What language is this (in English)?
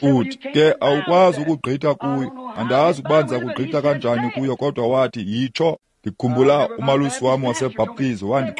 Xhosa